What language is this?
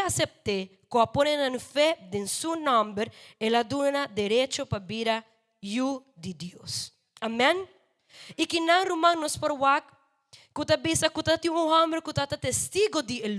Papiamento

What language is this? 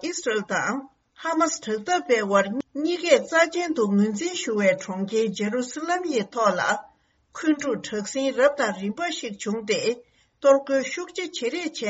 Tibetan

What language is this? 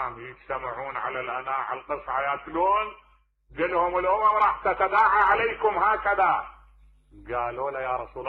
Mesopotamian Arabic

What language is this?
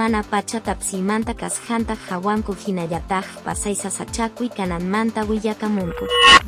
Quechua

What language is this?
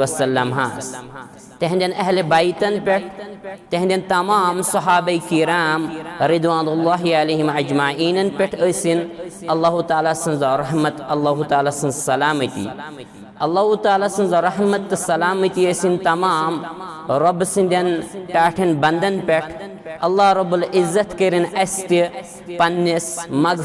Kashmiri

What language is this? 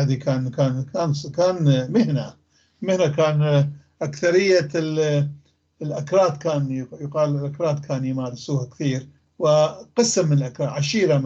North Levantine Arabic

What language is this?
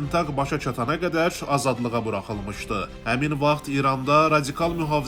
Azerbaijani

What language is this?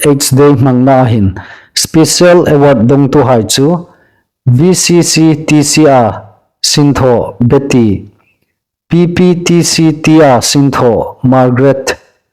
Hmar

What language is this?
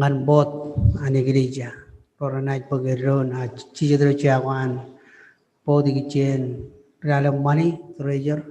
Marshallese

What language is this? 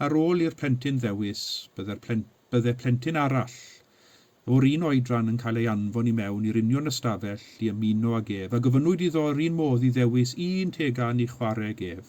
Welsh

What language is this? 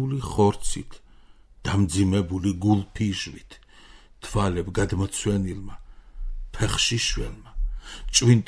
Georgian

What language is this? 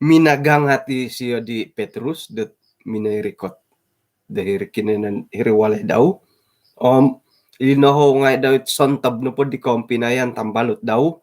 Central Dusun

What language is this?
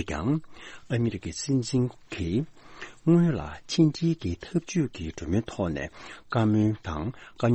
Tibetan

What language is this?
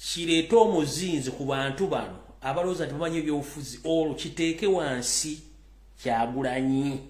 Ganda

